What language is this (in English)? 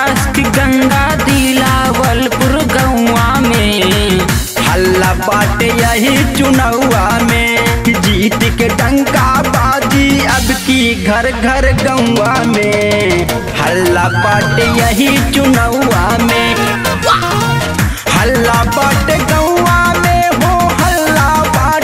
Bhojpuri